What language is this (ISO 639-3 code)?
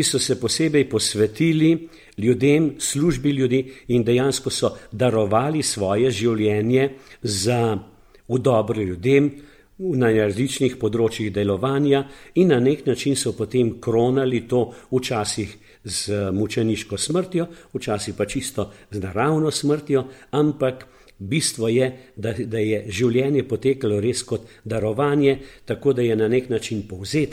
slv